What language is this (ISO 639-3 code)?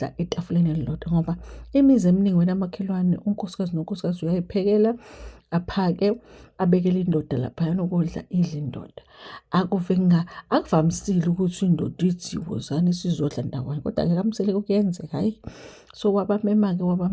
zul